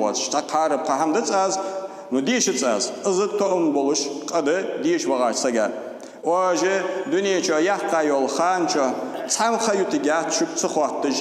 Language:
Ingush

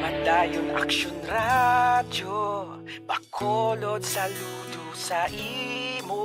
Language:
Hiligaynon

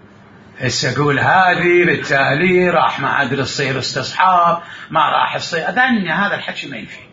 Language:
Mesopotamian Arabic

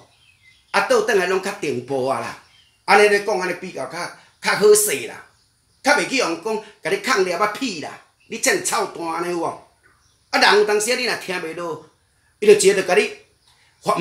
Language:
Min Nan Chinese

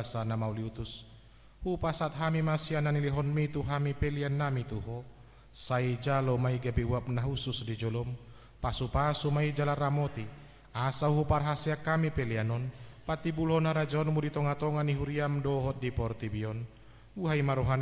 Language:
Batak Toba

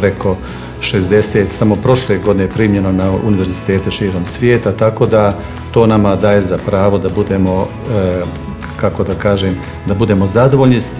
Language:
Bosnian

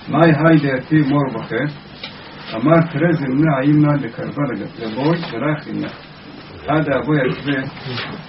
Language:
Hebrew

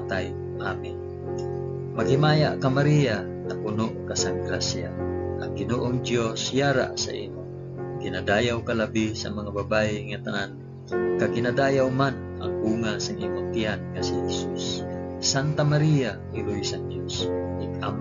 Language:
Hiligaynon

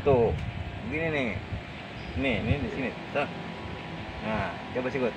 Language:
Betawi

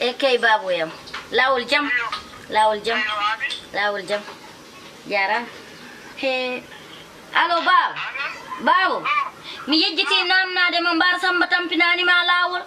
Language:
Fula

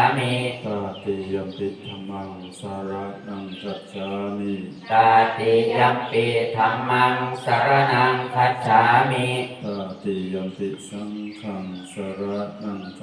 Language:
Pali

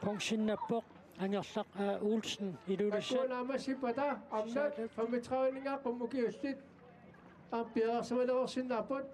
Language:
Kalaallisut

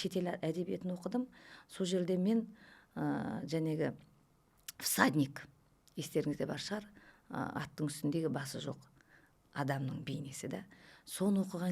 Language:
Kazakh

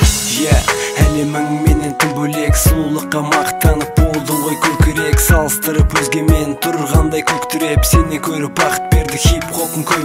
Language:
Kazakh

